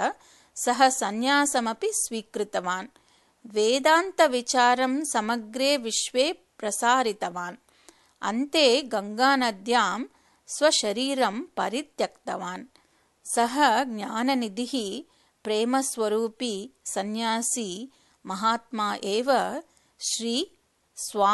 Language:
Sanskrit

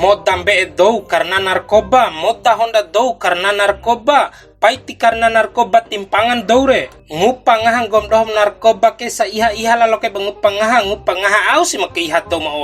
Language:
Bima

